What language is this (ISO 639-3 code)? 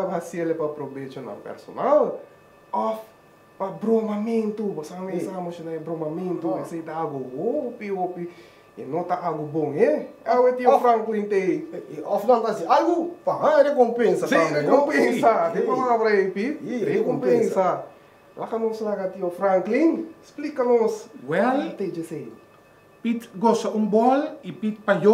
pap